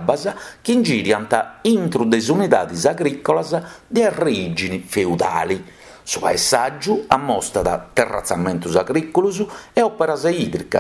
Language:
Sardinian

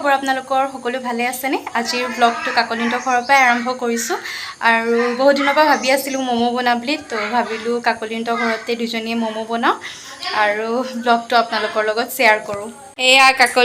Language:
Assamese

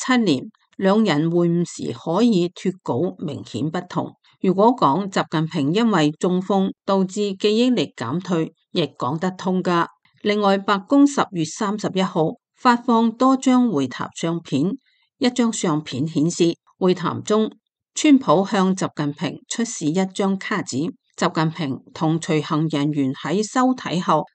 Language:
Cantonese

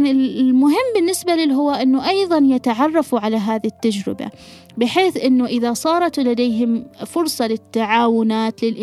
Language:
Gulf Arabic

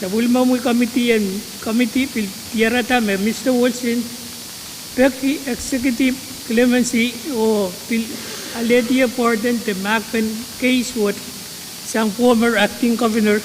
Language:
Pohnpeian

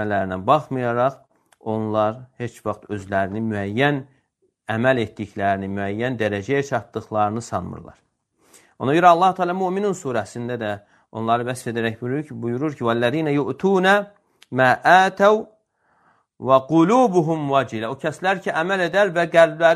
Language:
Azerbaijani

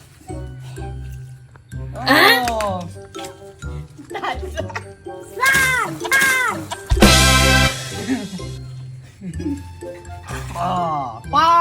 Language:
Lao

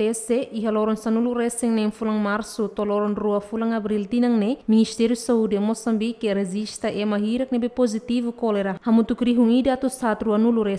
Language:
Tetum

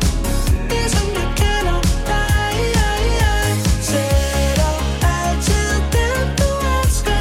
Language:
Danish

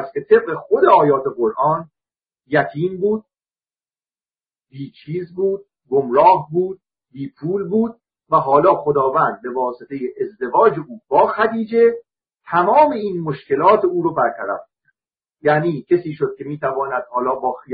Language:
Persian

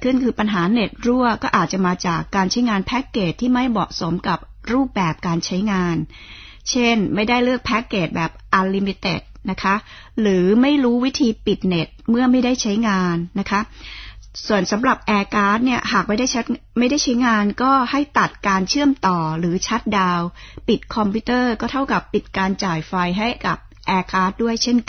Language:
Thai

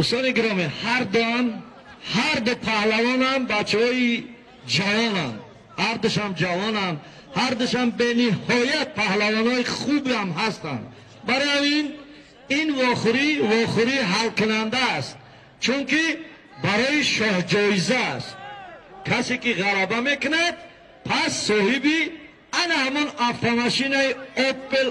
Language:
Tajik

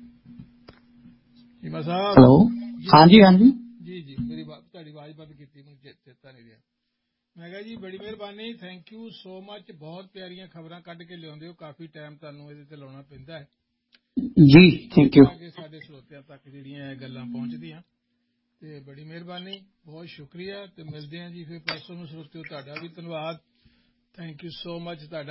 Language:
Punjabi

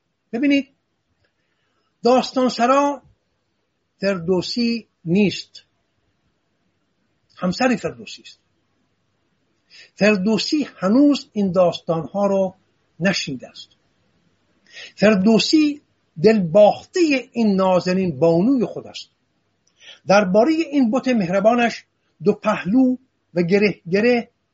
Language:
Persian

